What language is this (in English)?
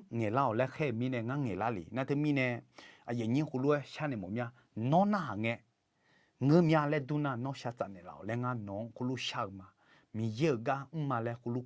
Akha